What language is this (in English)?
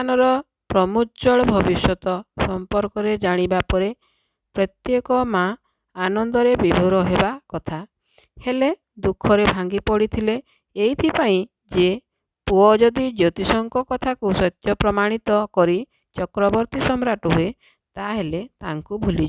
Odia